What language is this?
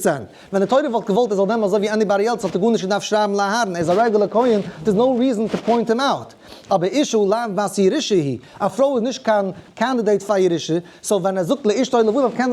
Yiddish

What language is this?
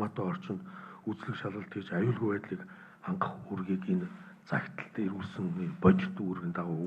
Mongolian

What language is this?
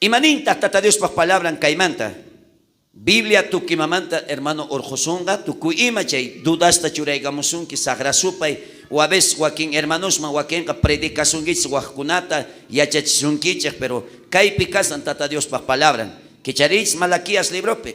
South Bolivian Quechua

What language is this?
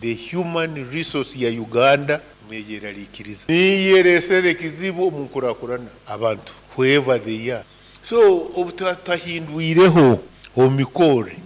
Nyankole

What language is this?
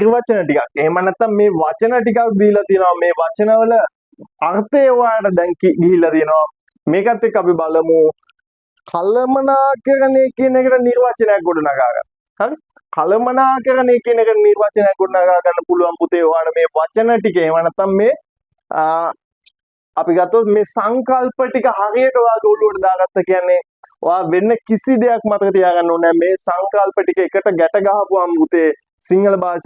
Sinhala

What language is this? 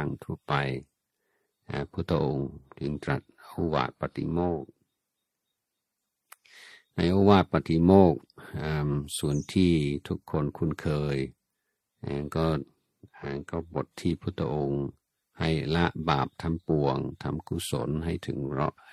Thai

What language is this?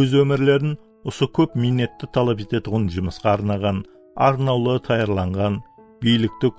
Kara-Kalpak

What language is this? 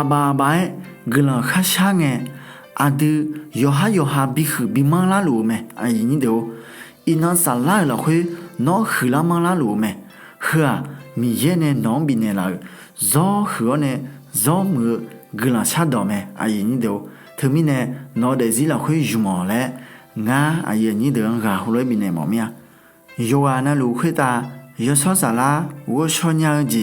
Akha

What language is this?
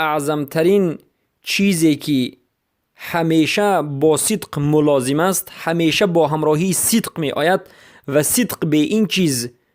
Persian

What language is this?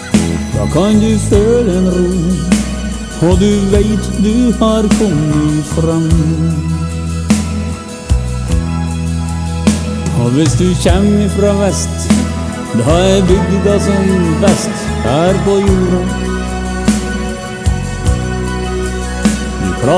Norwegian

